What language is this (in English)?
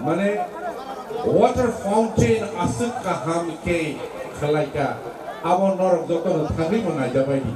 Kok Borok